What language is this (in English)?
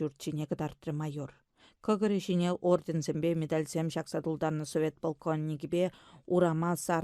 Chuvash